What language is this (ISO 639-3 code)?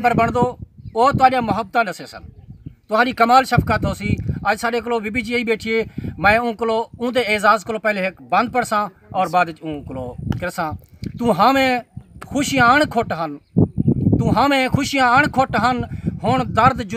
skr